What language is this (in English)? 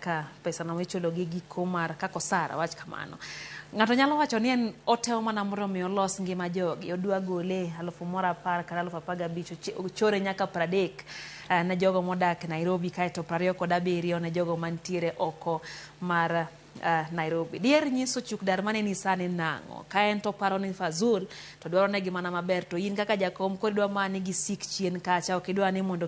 Luo (Kenya and Tanzania)